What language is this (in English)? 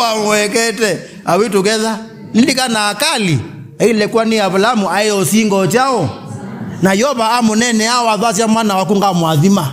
Kamba